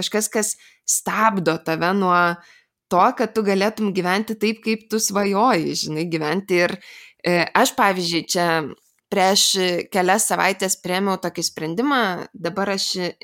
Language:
Lithuanian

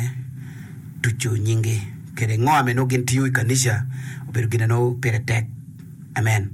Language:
Acoli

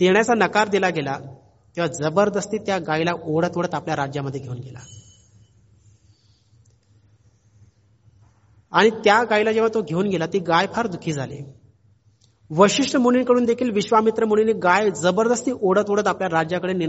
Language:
Marathi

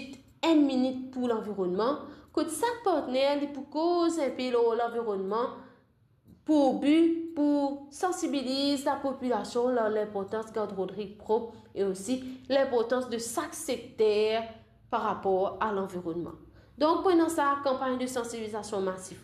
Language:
Morisyen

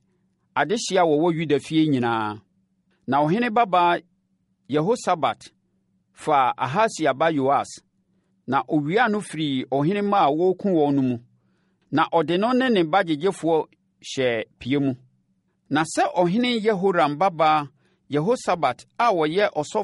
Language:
Akan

